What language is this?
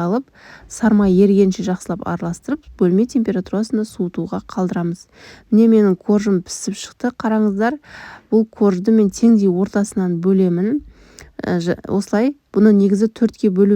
Kazakh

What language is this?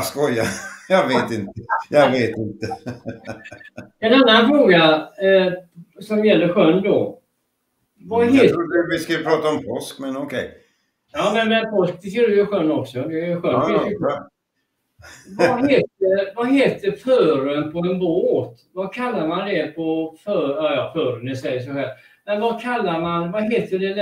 Swedish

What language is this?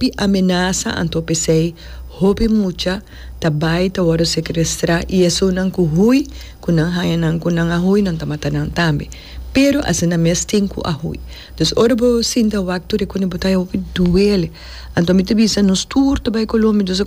Papiamento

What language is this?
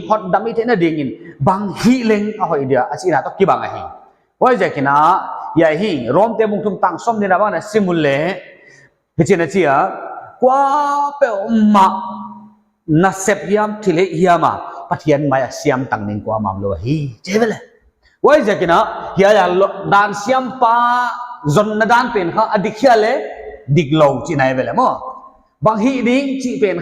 Paite Chin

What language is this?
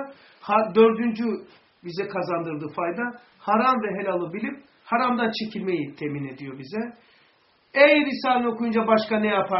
Turkish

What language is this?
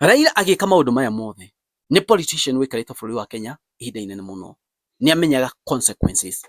Kikuyu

